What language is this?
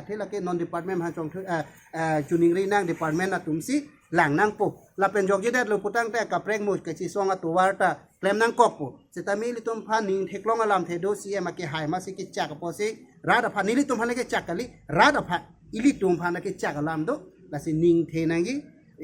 Karbi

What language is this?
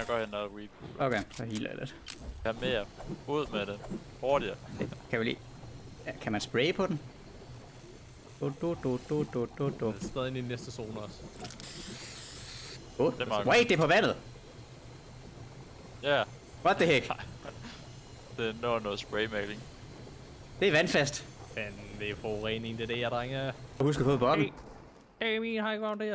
Danish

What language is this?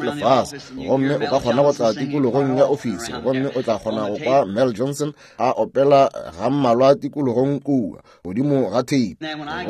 Northern Sotho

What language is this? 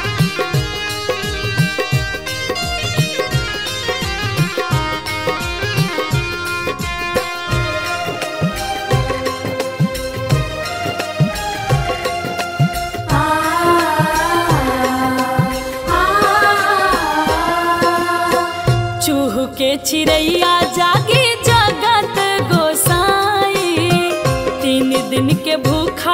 Bhojpuri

